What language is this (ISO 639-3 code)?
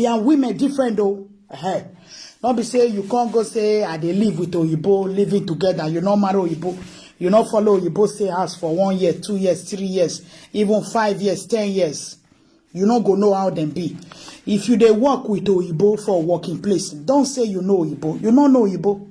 pcm